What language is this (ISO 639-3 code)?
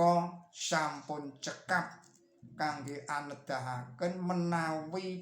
jav